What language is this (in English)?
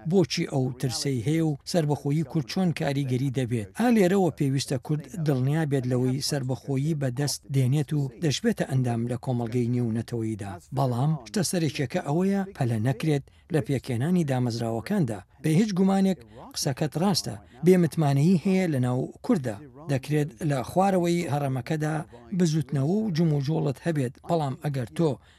Central Kurdish